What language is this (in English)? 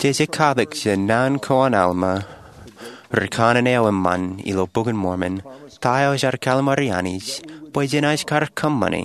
Marshallese